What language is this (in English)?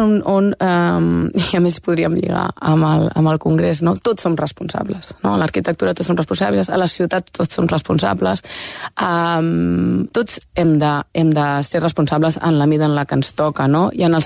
Catalan